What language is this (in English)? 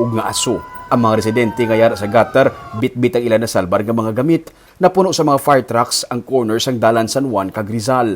Hiligaynon